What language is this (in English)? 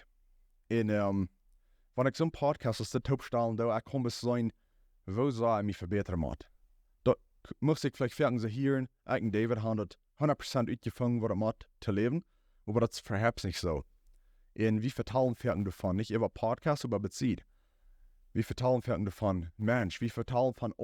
Plautdietsch